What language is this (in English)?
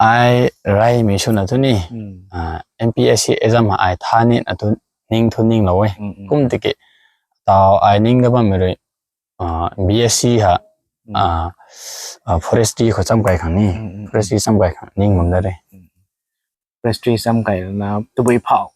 Rongmei Naga